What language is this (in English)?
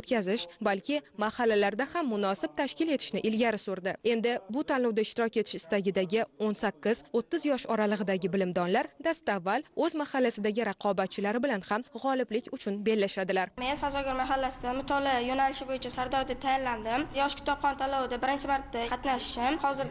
Uzbek